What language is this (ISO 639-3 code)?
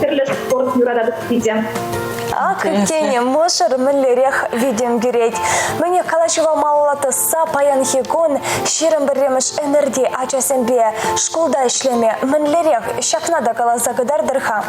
chv